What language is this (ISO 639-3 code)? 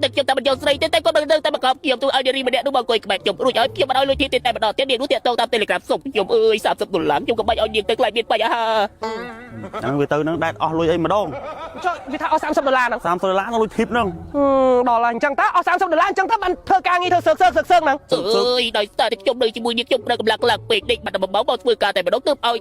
khm